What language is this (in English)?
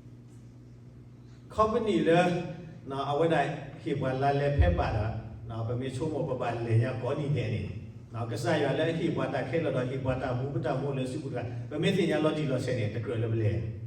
S'gaw Karen